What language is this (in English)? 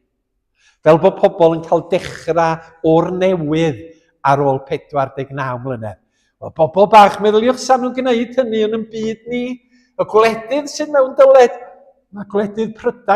Welsh